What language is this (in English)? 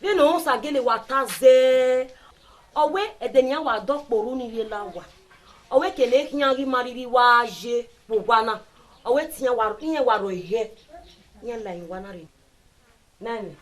Bini